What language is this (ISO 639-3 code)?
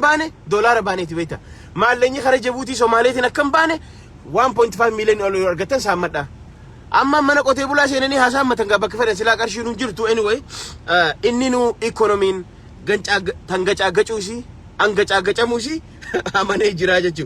orm